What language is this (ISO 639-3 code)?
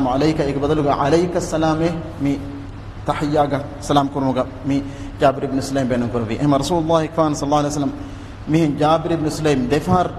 div